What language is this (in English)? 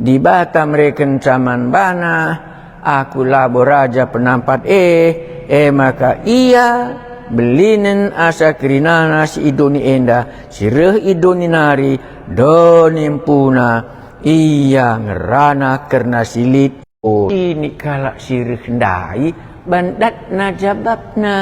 Batak Karo